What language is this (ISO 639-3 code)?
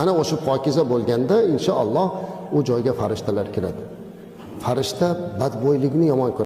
uzb